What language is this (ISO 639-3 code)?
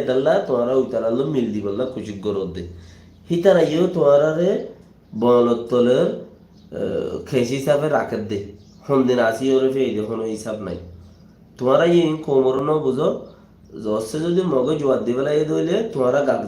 rhg